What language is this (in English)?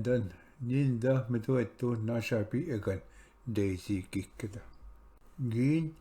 Ojibwa